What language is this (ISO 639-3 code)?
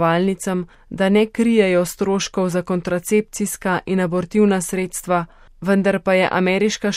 slv